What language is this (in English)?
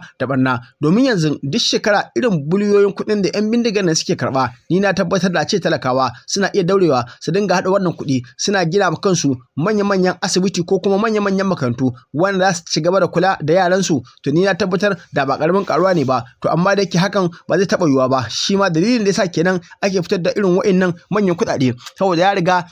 Hausa